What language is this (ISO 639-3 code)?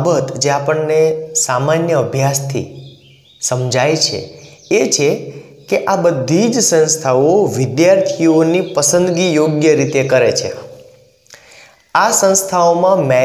guj